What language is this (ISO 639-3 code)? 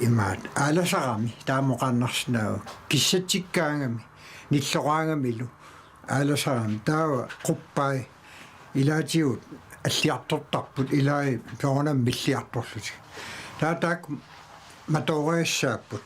kal